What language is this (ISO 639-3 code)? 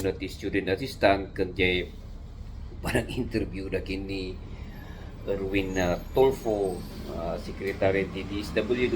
ilo